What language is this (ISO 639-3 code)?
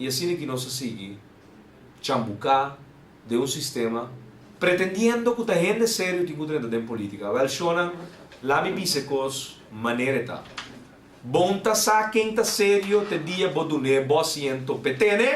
pap